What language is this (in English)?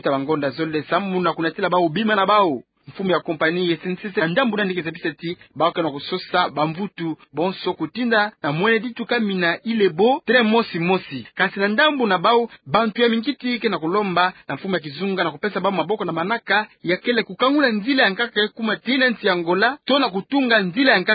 Kituba (Democratic Republic of Congo)